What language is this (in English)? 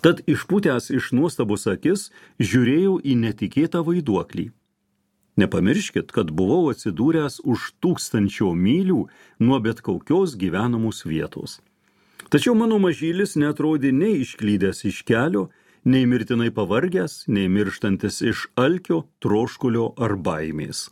Lithuanian